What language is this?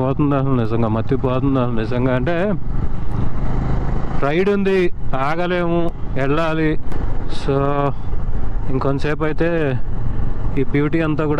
Telugu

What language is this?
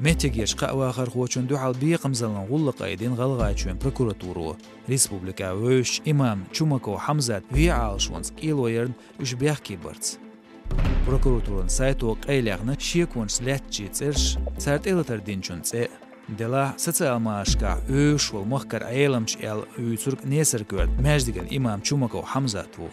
Chechen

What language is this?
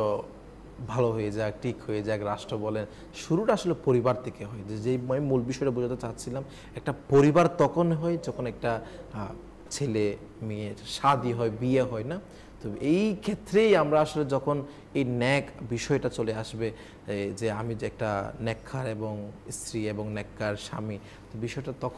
Bangla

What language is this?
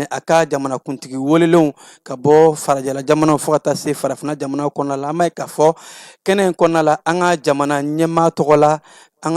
Bambara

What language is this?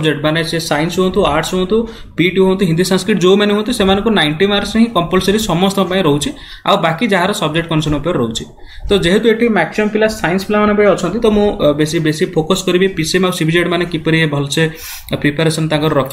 Odia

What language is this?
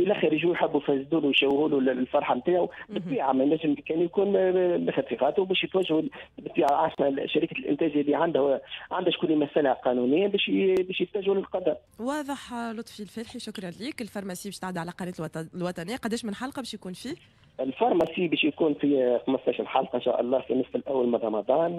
Tunisian Arabic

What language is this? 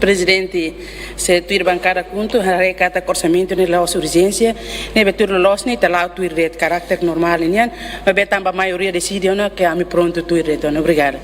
Tetum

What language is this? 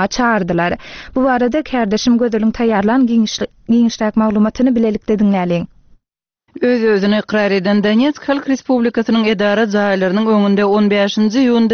Turkmen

